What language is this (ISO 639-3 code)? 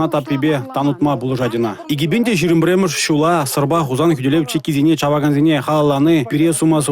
chv